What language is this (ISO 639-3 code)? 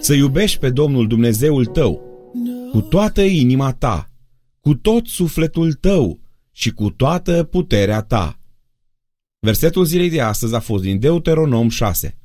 ron